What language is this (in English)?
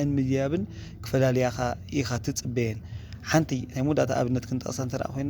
Tigrinya